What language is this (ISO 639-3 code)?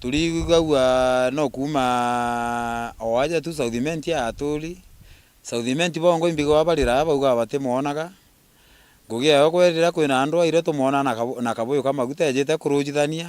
mer